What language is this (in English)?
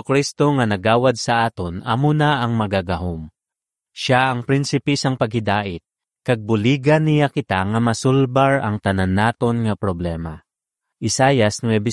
Hiligaynon